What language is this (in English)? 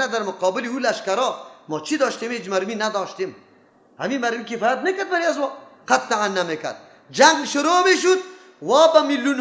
Persian